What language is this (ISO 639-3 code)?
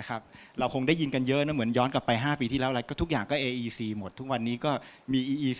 tha